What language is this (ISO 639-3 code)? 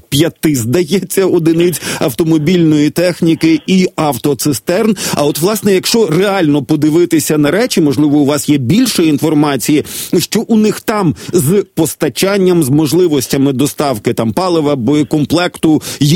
ukr